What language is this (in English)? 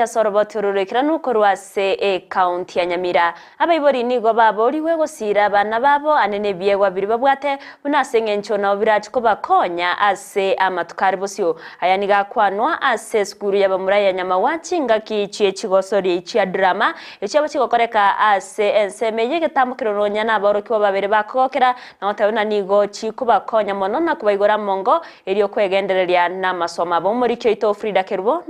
Gusii